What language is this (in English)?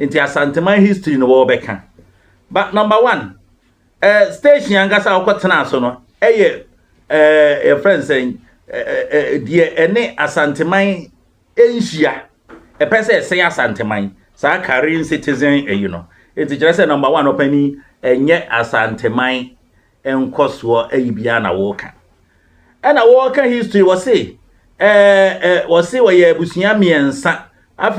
Akan